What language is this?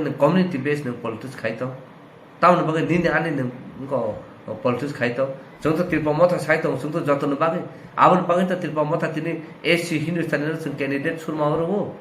Kok Borok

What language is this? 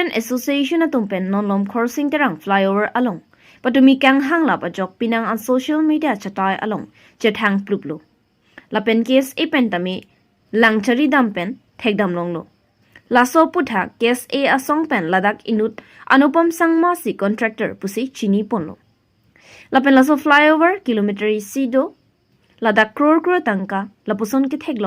Karbi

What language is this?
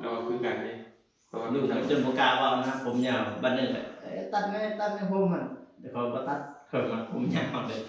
Northeastern Thai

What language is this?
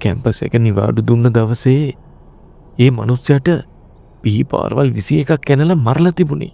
Sinhala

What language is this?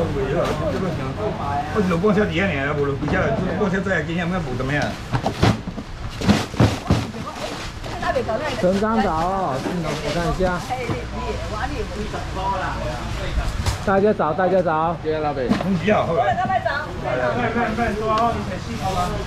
Chinese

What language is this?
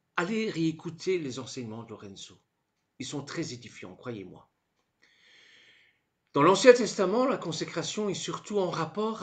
French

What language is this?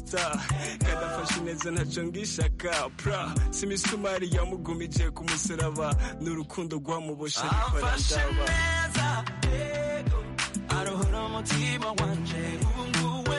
Kinyarwanda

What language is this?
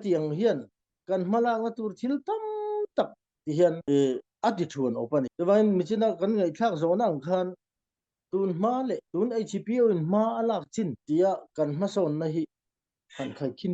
Falam Chin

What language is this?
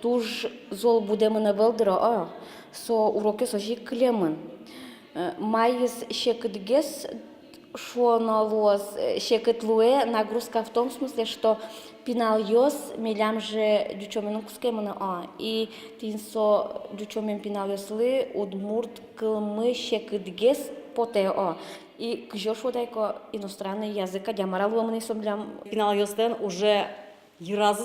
Udmurt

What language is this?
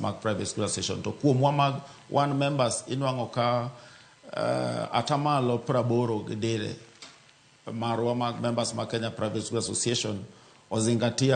Luo (Kenya and Tanzania)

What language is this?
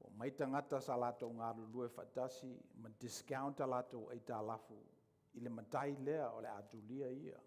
Samoan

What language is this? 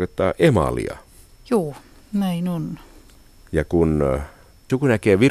Finnish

